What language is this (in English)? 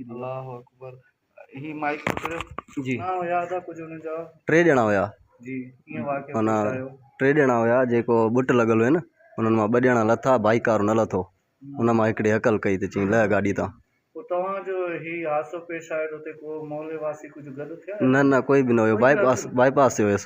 Sindhi